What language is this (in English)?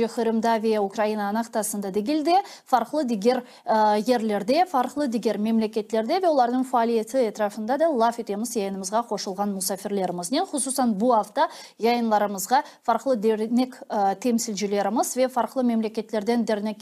Crimean Tatar